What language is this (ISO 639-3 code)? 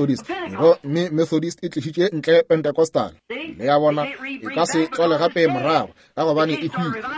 nso